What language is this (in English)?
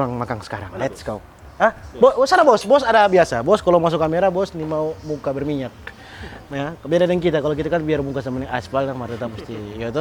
Manado Malay